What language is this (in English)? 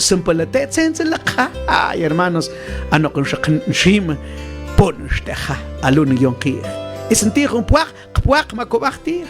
Mam